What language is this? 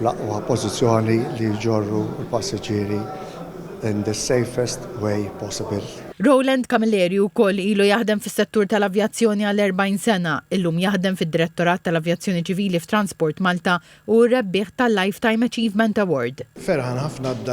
Maltese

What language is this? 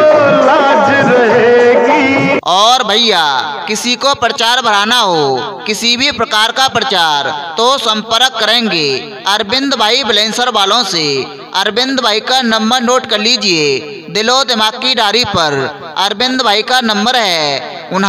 Hindi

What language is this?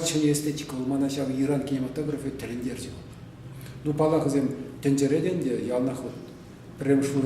Chuvash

